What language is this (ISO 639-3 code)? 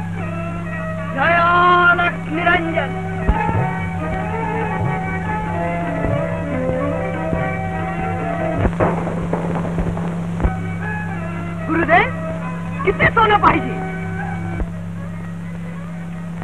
mar